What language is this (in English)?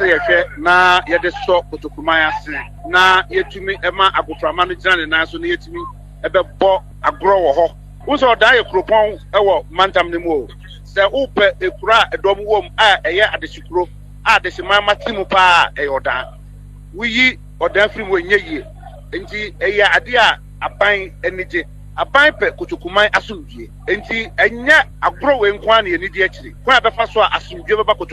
Akan